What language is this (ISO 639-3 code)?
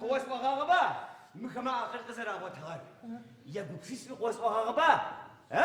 ady